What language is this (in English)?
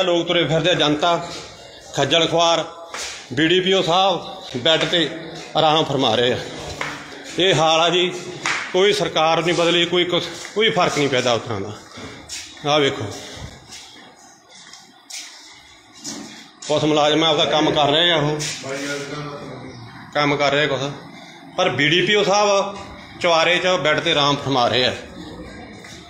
Punjabi